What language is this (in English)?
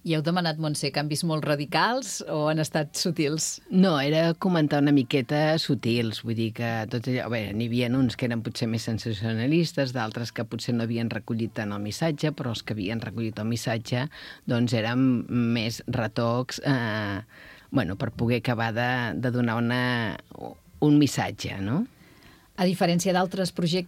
Catalan